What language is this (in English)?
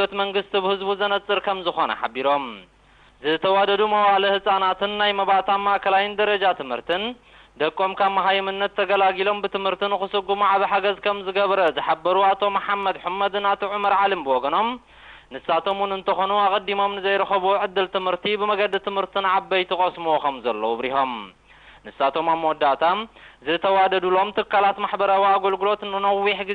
Tigrinya